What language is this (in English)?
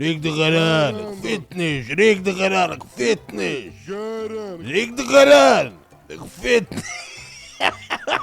Yiddish